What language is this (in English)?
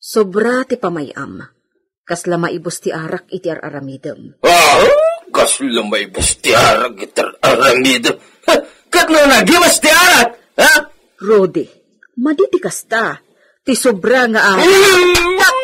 Iloko